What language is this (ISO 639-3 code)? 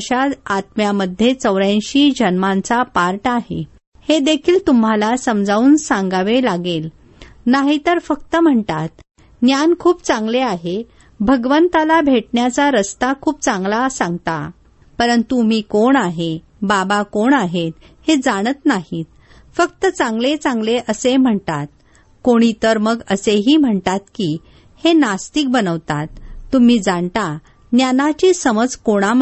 mar